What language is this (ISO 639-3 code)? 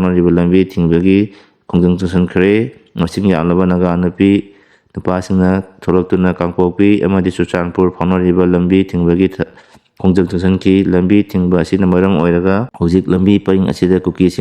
mni